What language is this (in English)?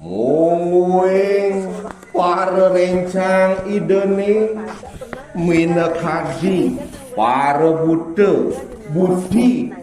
Balinese